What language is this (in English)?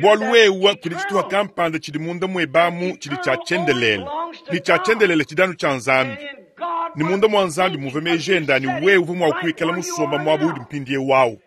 Luba-Lulua